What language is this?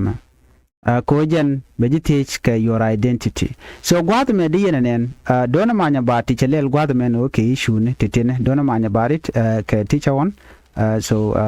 Nuer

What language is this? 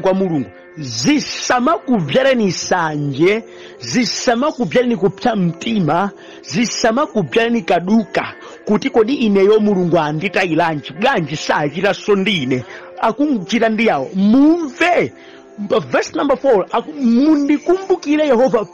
Nyanja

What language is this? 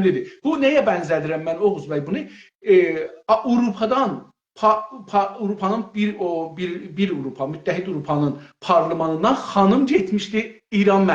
South Azerbaijani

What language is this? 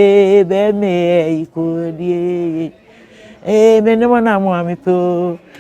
Akan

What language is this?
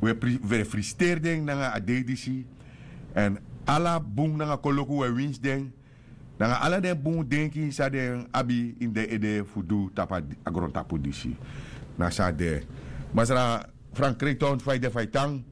Sranan Tongo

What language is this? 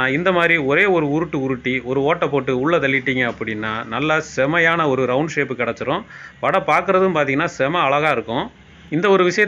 Tamil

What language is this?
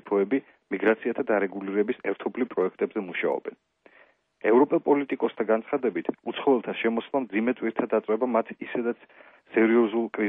Georgian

